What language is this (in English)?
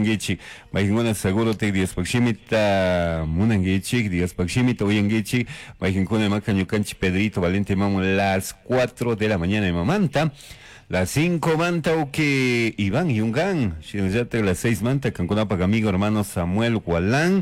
Chimborazo Highland Quichua